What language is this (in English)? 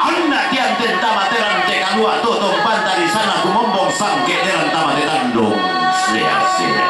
Toraja-Sa'dan